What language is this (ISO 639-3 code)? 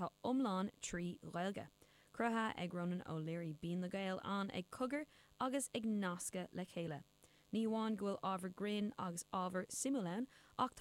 gle